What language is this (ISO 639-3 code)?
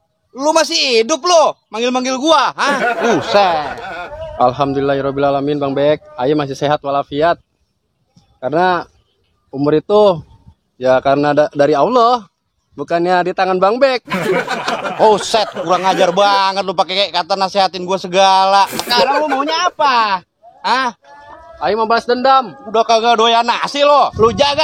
bew